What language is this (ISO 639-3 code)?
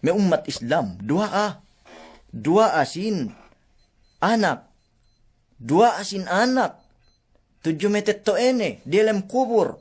yka